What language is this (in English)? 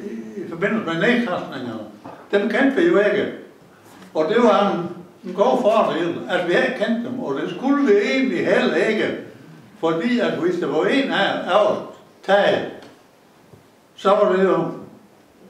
Danish